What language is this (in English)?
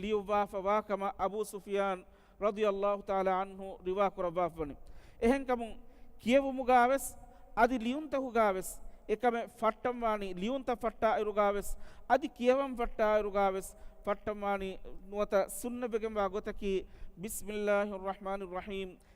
Divehi